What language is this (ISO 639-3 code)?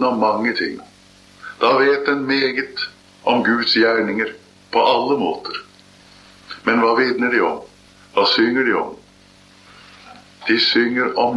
nor